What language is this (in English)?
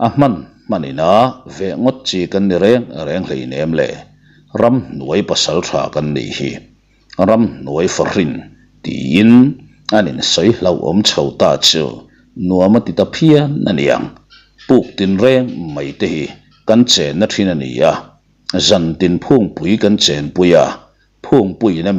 Mizo